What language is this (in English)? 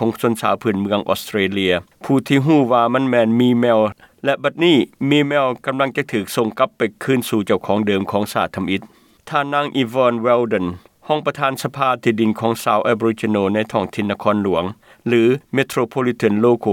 Lao